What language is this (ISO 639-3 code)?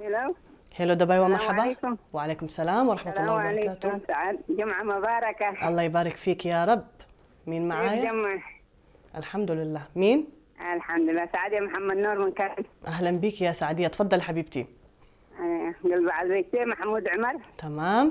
tir